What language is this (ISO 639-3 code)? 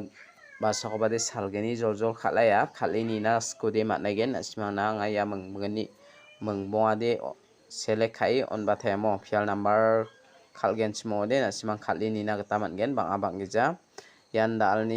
grt